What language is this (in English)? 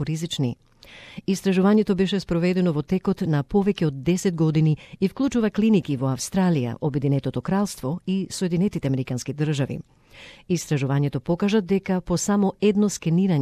Macedonian